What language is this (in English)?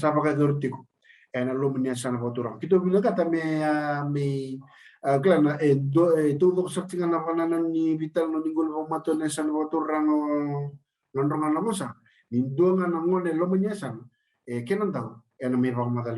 Fijian